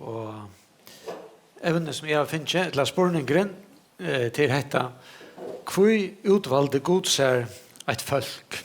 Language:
Faroese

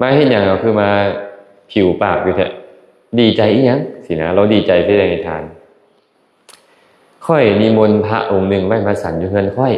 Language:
Lao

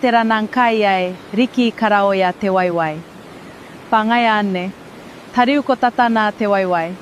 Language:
Gilbertese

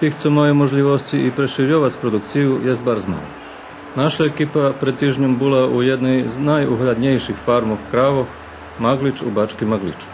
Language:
Rusyn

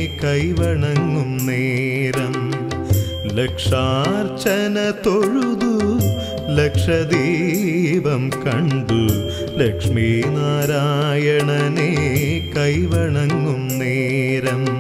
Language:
Malayalam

